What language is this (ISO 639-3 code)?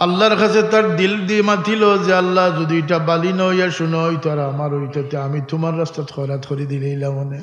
syl